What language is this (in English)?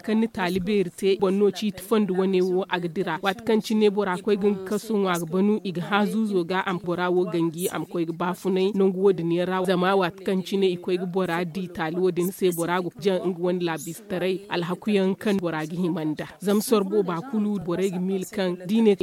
Zarma